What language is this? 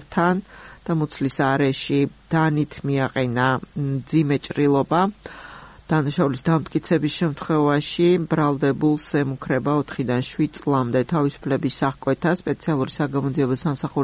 Georgian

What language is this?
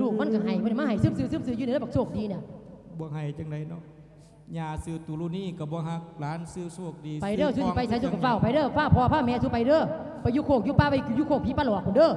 Lao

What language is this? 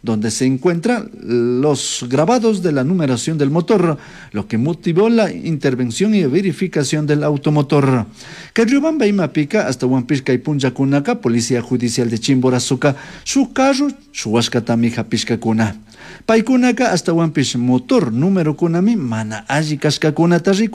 Chimborazo Highland Quichua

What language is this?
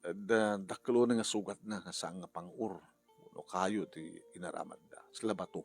Iloko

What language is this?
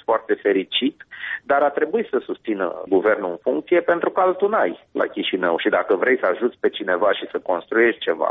Romanian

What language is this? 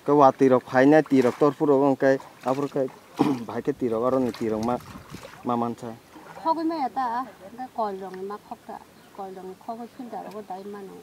Kok Borok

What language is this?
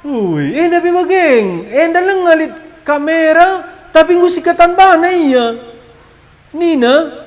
Batak Karo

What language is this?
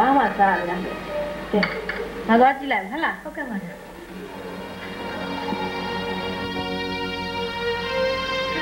Burmese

